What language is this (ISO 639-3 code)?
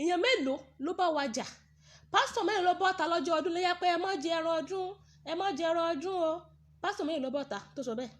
yor